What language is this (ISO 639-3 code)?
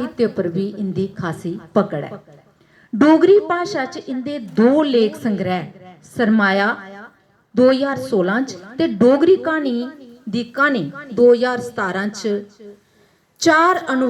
doi